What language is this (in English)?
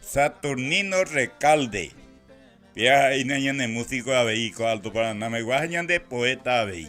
Guarani